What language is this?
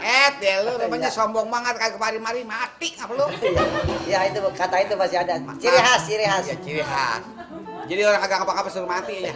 Betawi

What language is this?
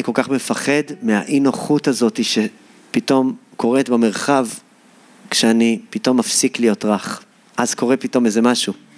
Hebrew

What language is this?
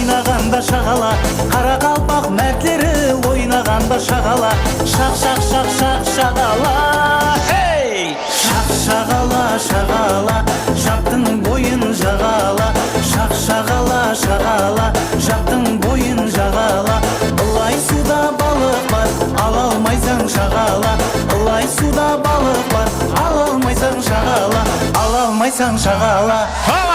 Kara-Kalpak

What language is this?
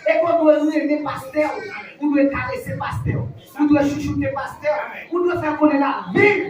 Haitian Creole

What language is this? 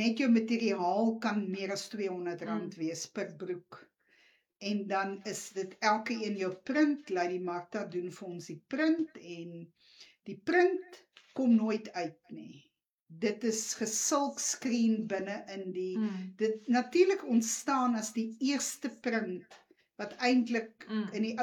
Afrikaans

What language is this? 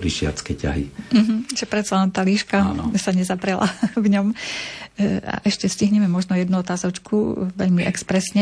Slovak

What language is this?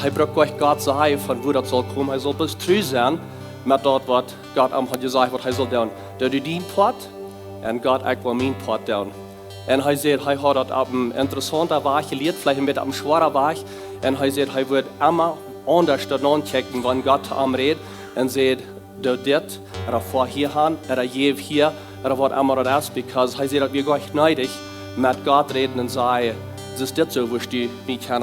Plautdietsch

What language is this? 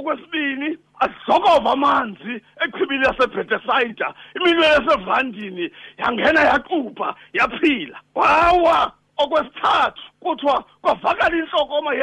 Xhosa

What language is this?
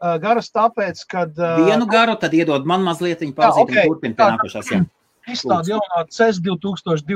Latvian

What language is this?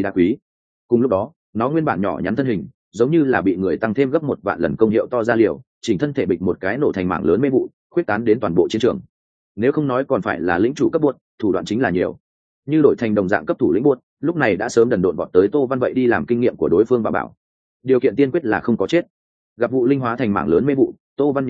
Vietnamese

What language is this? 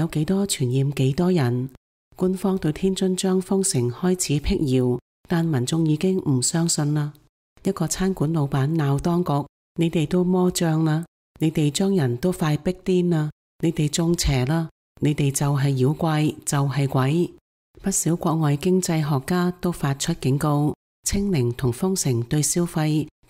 Cantonese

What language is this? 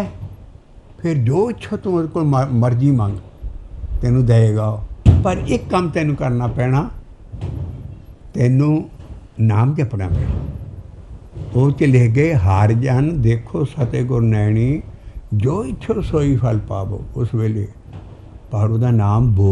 Punjabi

